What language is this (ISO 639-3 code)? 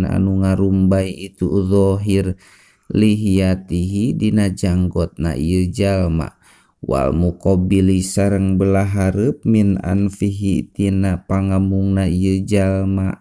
sun